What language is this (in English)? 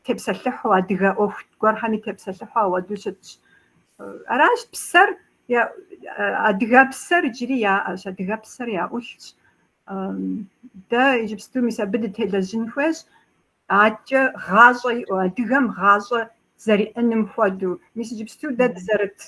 Kabardian